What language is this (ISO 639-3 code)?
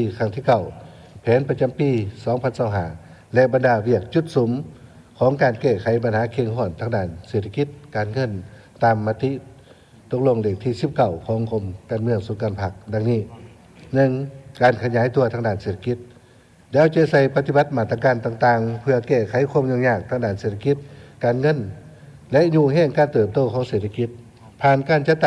lao